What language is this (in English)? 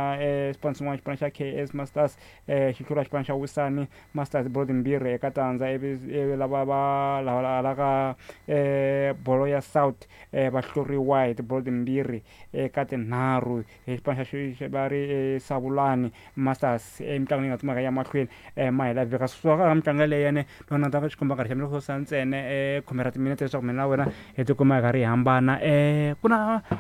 Tsonga